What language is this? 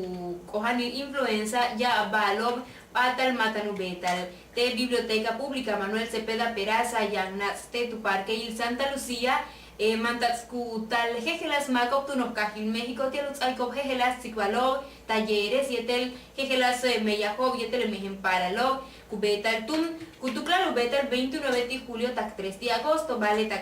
Yucateco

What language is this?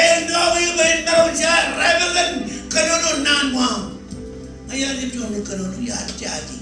Marshallese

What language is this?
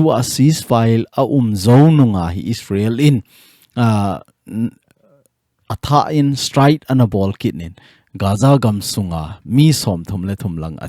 Thado Chin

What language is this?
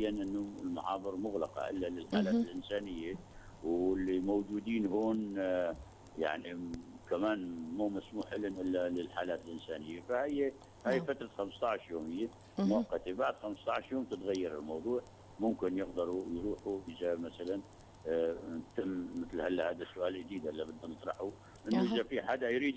North Levantine Arabic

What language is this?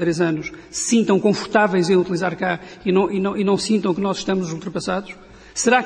Portuguese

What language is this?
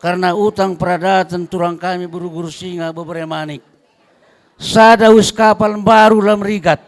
Batak Karo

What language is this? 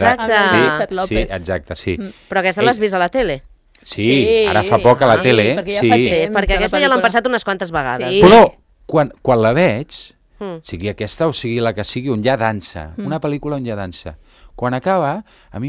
Catalan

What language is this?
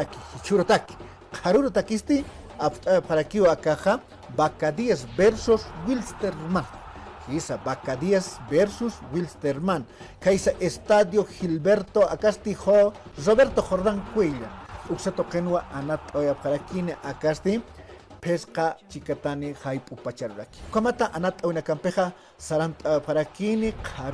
Aymara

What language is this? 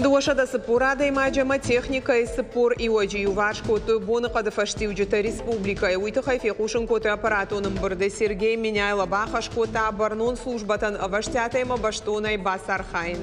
Ossetic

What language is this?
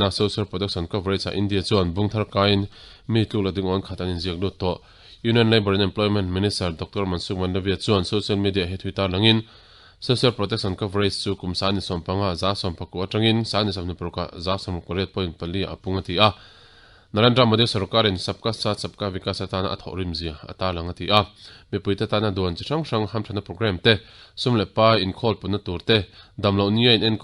Mizo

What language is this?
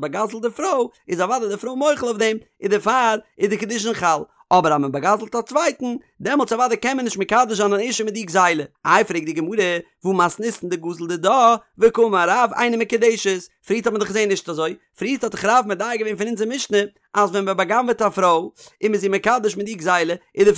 Yiddish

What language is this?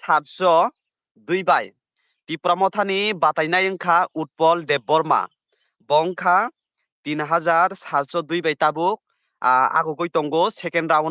Kok Borok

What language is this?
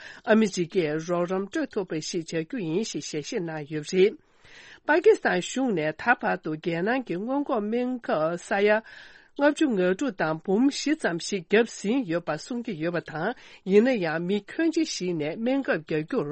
Tibetan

